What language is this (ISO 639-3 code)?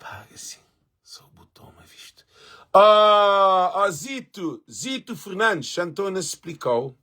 kea